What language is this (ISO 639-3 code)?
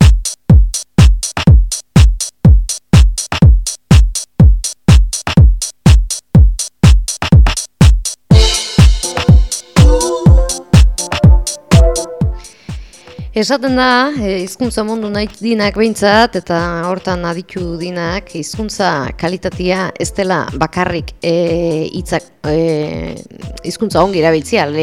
eus